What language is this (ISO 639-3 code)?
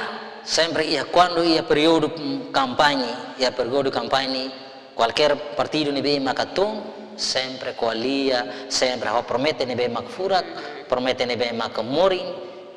tet